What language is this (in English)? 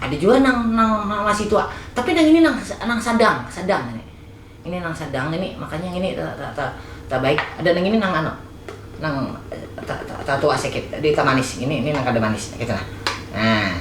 Banjar